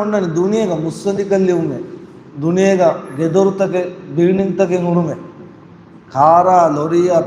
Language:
Divehi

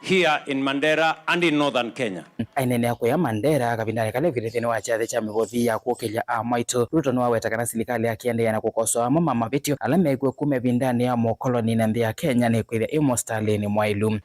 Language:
Kamba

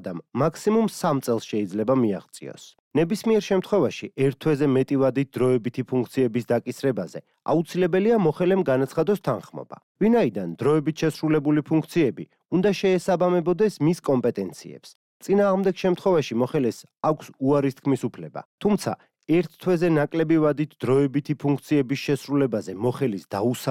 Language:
Georgian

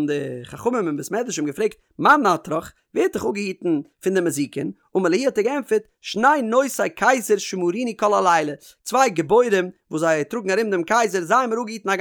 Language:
Yiddish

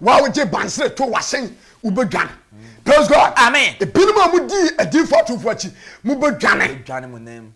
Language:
Akan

